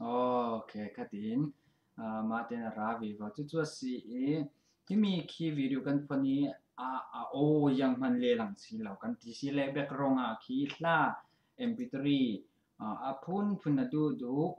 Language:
Falam Chin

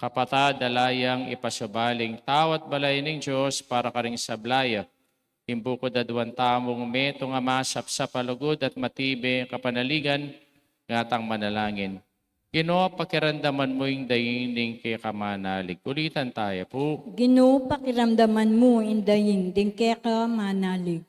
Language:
Pampanga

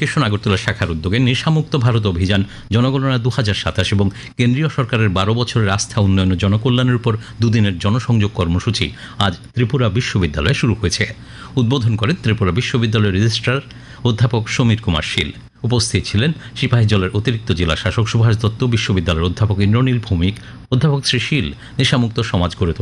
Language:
Bangla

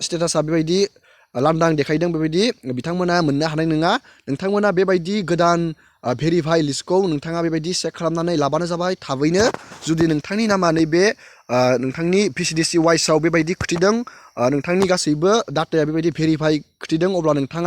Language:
Bodo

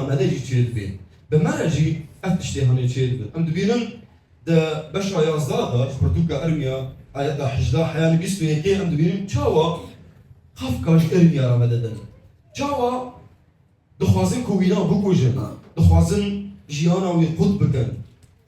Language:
Kurdish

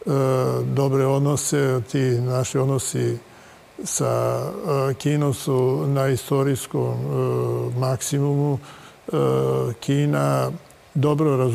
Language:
Serbian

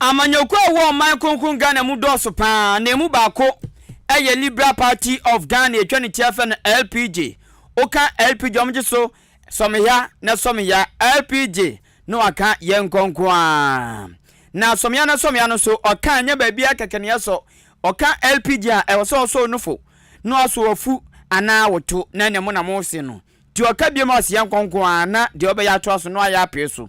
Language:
Akan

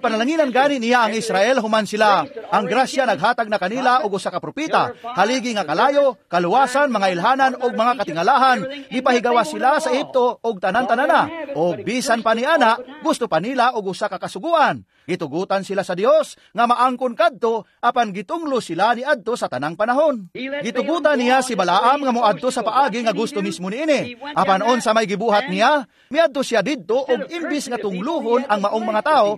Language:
Cebuano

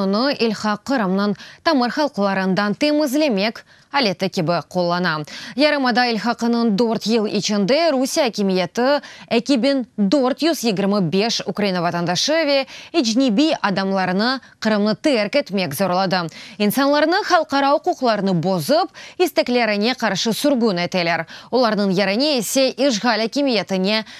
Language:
Crimean Tatar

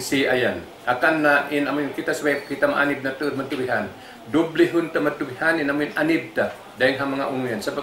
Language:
Tausug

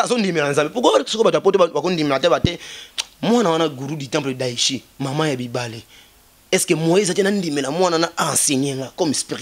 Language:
Lingala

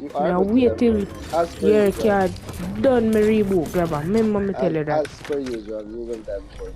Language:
Jamaican Creole English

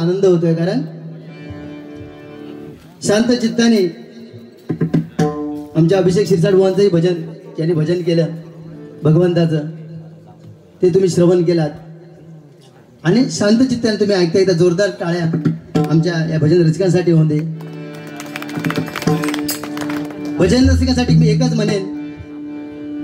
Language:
Marathi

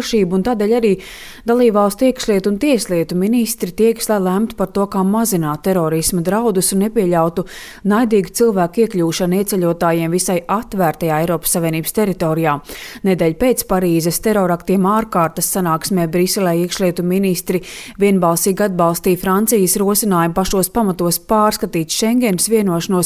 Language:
Latvian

